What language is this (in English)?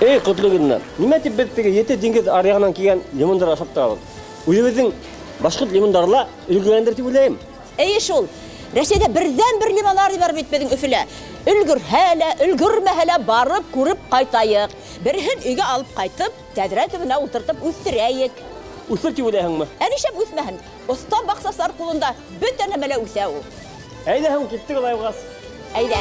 Bashkir